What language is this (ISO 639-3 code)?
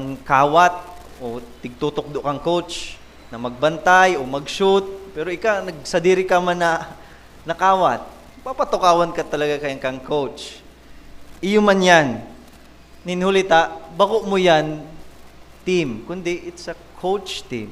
bik